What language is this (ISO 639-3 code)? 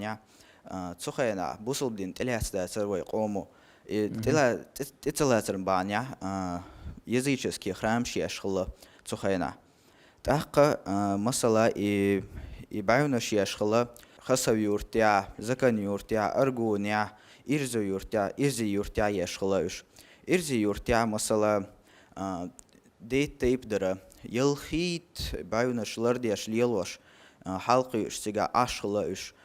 che